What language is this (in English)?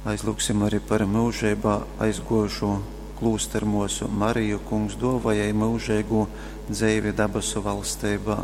Latgalian